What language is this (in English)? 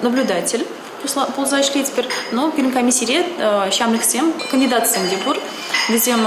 Chuvash